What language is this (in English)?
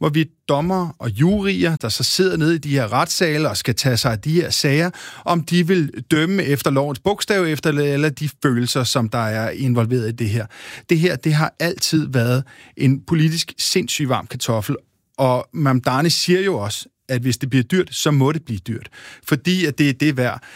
Danish